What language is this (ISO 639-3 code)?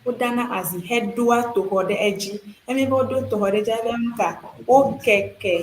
ewe